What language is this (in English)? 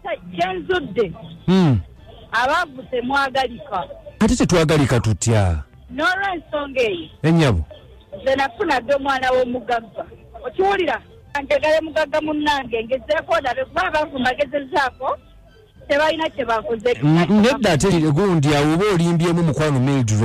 Ganda